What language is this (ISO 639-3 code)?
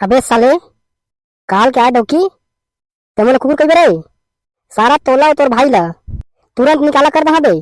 hne